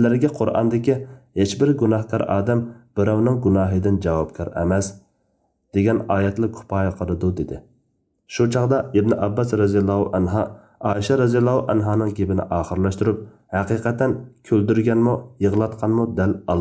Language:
Uyghur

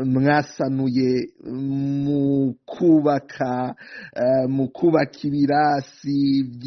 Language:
Rundi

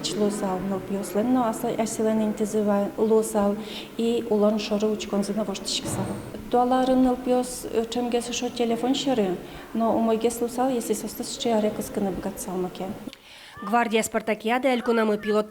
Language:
Udmurt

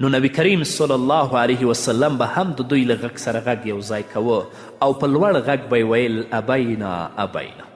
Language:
Pashto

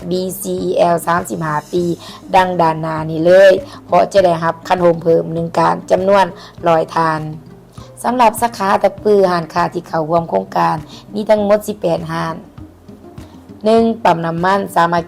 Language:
Lao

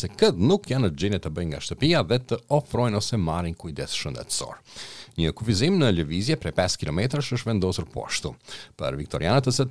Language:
Albanian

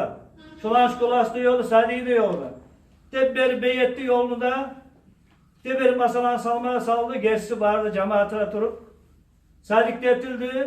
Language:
Kumyk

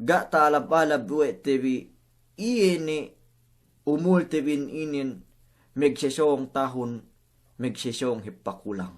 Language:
Yakan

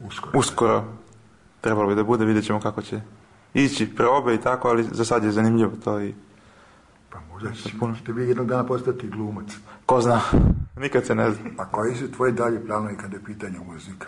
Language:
Serbian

